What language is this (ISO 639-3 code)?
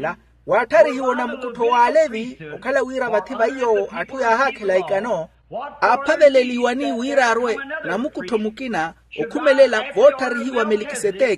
vmw